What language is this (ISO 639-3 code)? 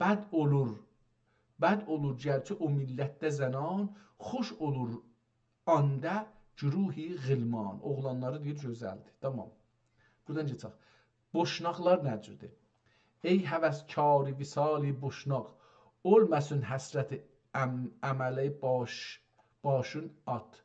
azb